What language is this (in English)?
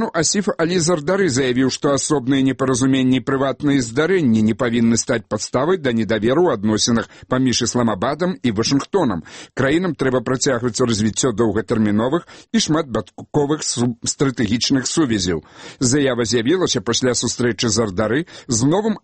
Belarusian